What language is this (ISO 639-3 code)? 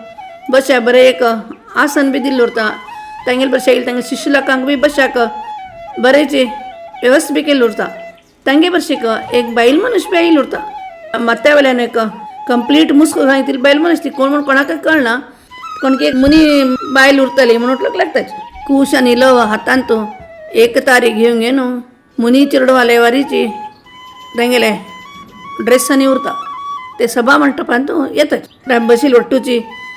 kok